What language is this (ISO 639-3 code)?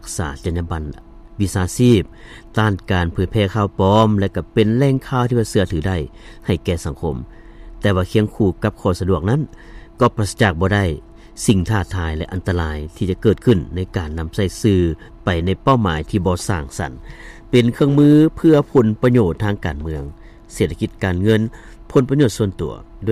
lao